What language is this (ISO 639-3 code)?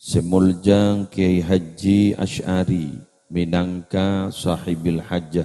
mad